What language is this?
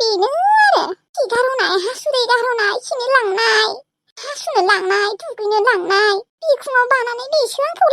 Bodo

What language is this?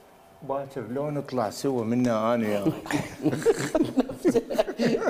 Mesopotamian Arabic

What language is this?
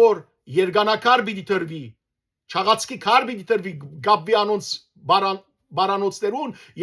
Western Armenian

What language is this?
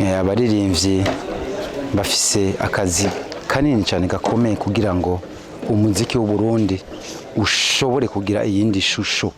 Rundi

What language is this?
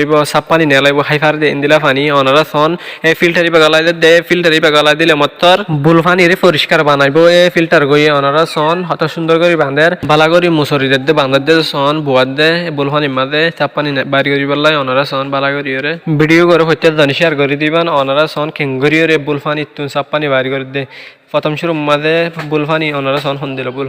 Rohingya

